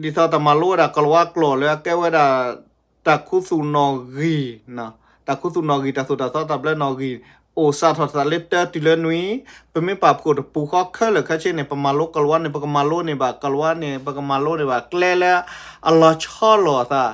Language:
S'gaw Karen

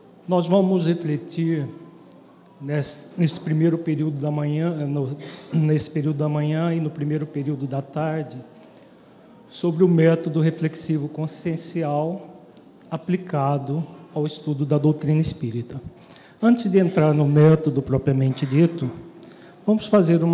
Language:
Portuguese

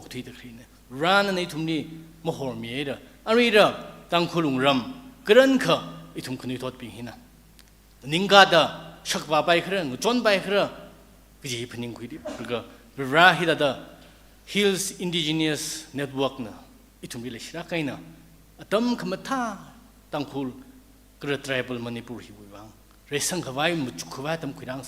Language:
Tangkhul Naga (India)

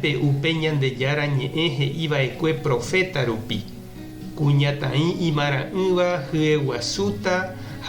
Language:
Guarani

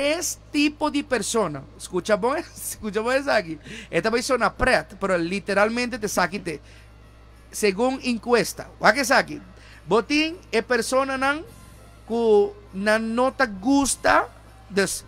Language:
Papiamento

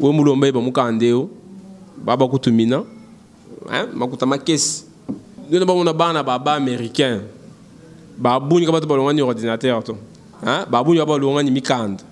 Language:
Luba-Lulua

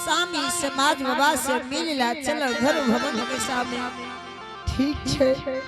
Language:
Angika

